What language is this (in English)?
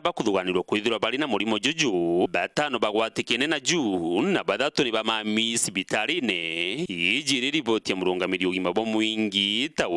Meru